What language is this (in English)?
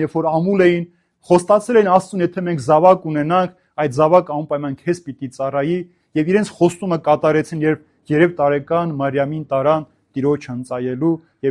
Armenian